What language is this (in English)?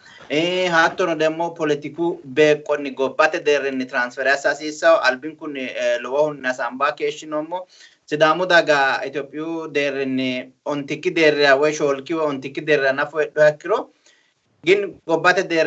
Sidamo